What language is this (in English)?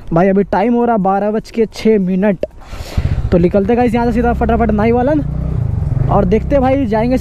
Hindi